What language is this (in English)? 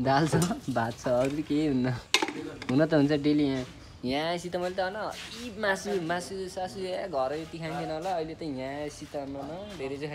Nepali